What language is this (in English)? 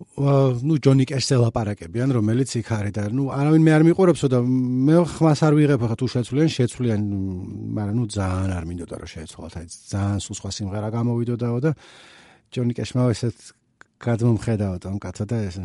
Georgian